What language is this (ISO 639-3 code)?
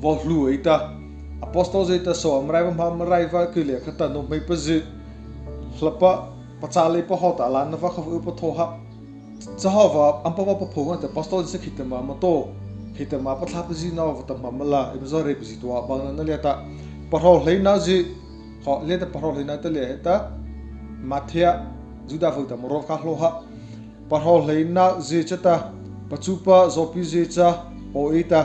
mrh